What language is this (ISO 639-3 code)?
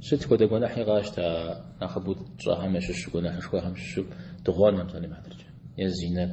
kbd